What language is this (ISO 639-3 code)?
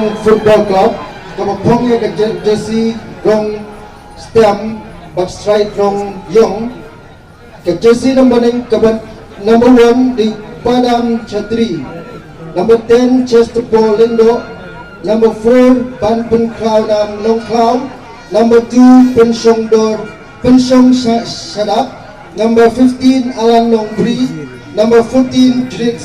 kha